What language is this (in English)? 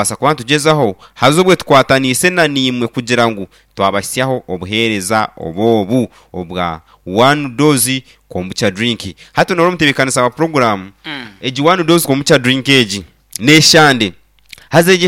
Nyankole